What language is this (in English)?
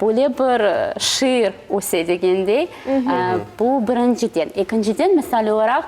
Crimean Tatar